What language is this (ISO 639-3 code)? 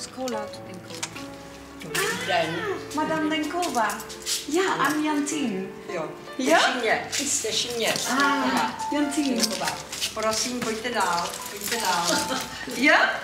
fry